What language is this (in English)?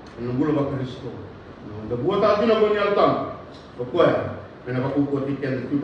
Fijian